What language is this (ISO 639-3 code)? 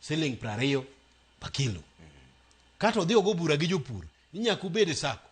luo